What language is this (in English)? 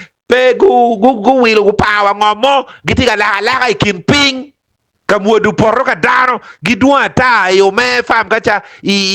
Acoli